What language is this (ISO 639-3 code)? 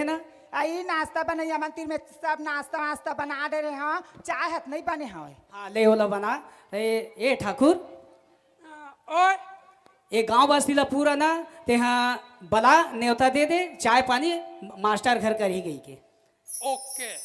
hne